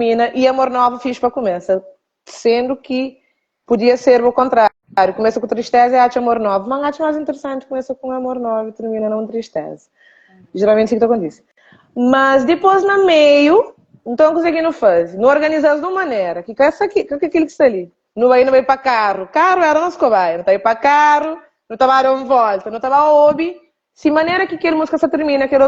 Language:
Kabuverdianu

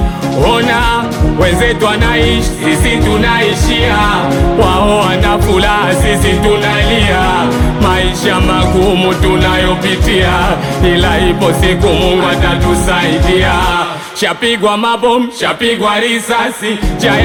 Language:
Swahili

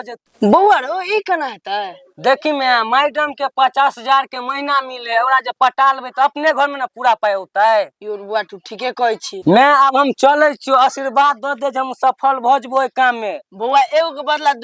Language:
Maithili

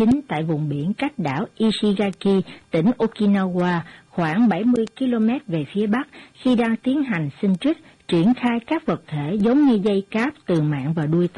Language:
Vietnamese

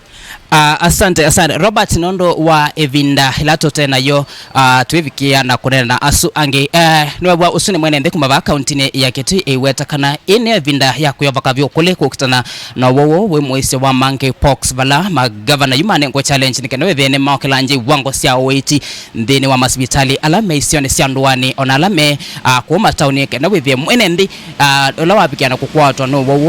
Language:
Kamba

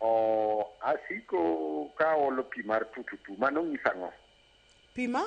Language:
Luo (Kenya and Tanzania)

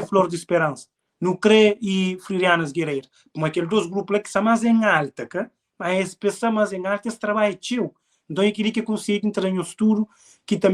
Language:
Kabuverdianu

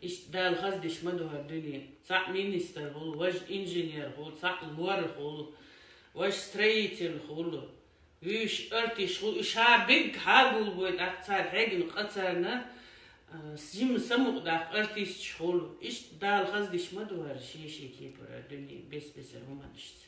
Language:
Chechen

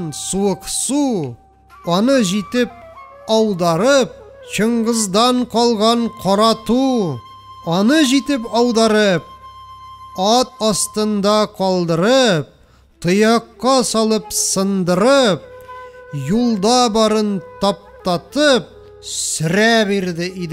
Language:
Tatar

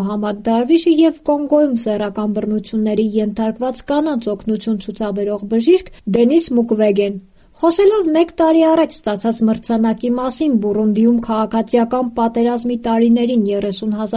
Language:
Armenian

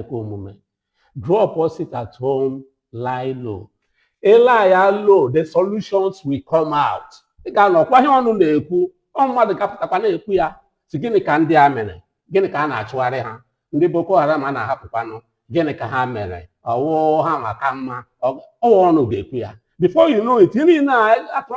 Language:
Igbo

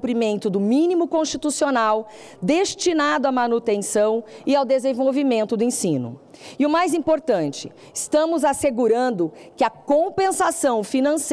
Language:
Portuguese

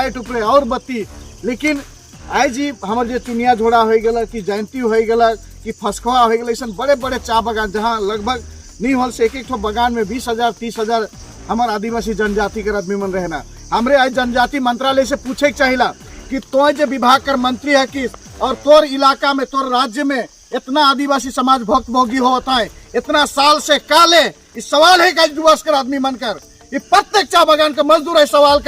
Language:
Sadri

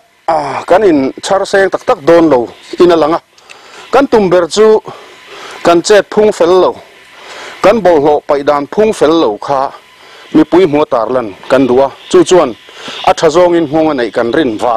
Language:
Mizo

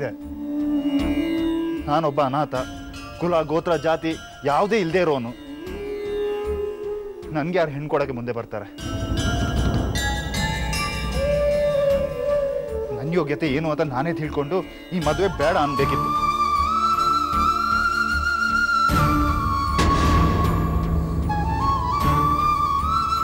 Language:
Kannada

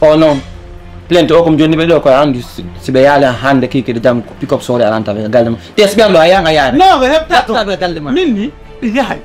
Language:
Fula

